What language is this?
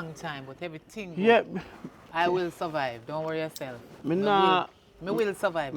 Jamaican Creole English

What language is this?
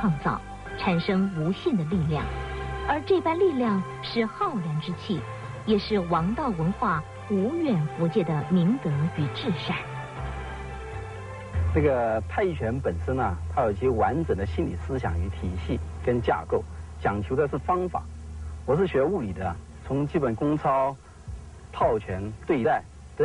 Chinese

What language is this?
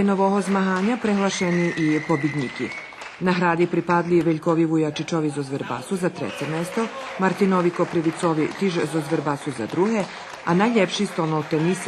Rusyn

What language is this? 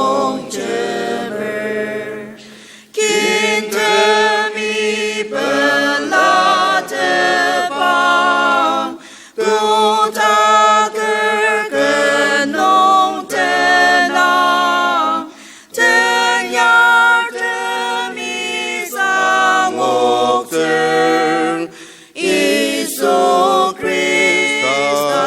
Ao Naga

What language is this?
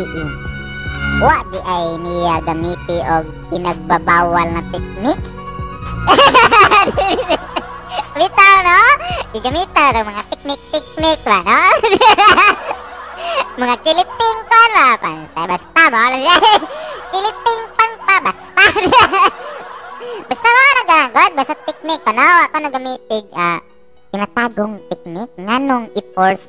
Cebuano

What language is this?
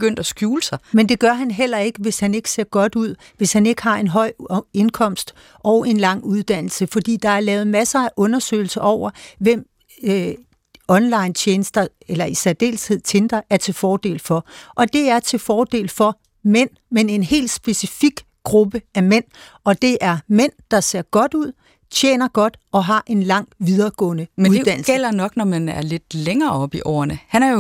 Danish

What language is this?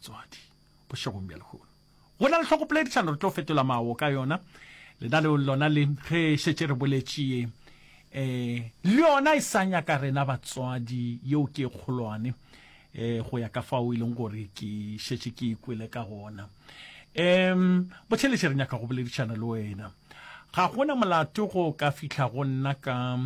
Northern Sotho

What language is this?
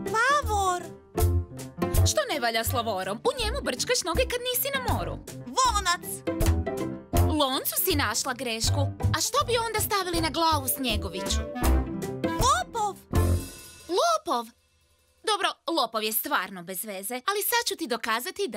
Croatian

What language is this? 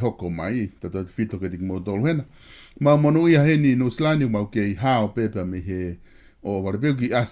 Tongan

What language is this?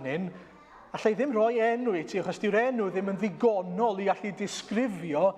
Welsh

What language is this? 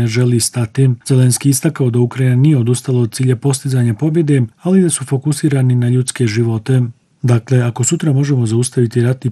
Bosnian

